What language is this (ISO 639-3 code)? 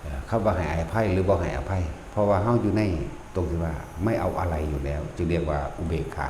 tts